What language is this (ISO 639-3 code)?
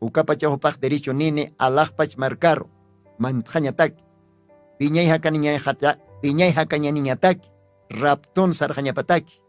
aym